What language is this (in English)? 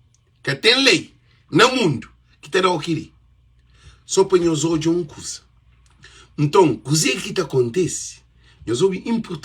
Kabuverdianu